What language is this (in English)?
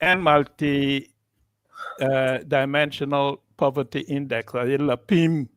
Acoli